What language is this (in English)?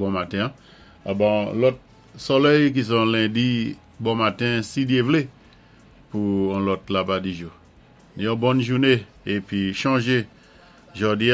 Saint Lucian Creole French